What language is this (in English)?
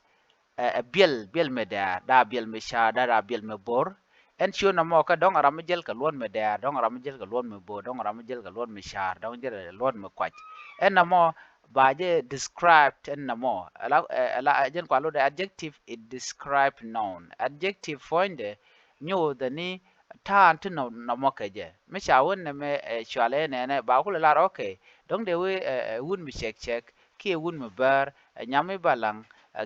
Nuer